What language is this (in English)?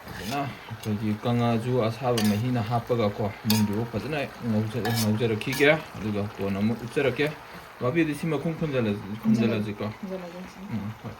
Manipuri